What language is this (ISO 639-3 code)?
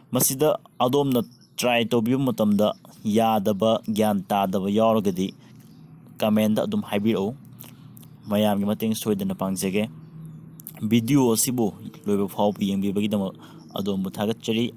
mni